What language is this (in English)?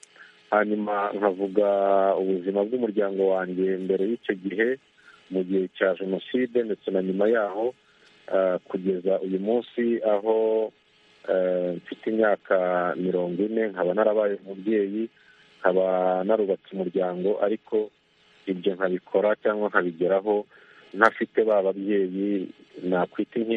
Kinyarwanda